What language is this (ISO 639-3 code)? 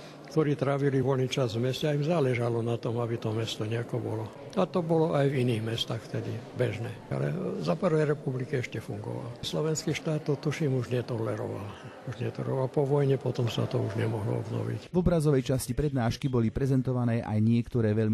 slk